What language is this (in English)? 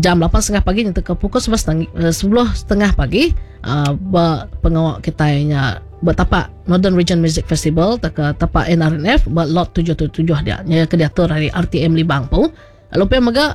Iban